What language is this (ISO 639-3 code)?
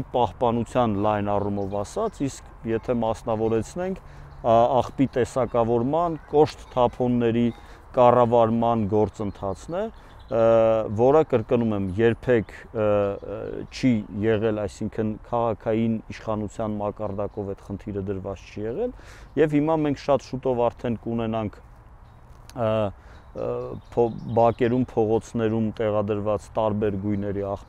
hye